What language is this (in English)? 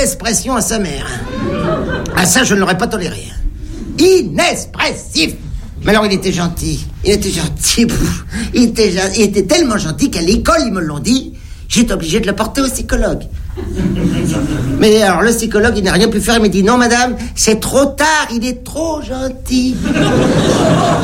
French